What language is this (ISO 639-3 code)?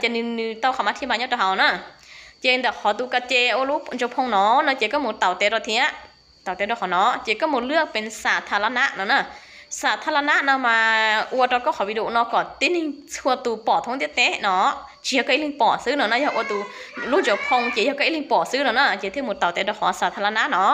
hmn